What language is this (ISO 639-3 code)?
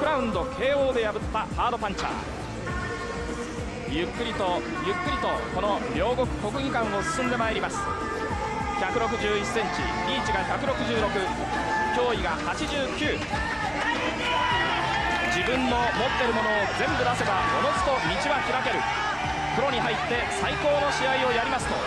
jpn